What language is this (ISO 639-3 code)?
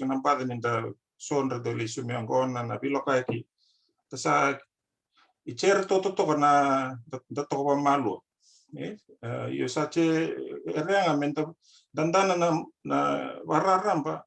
fij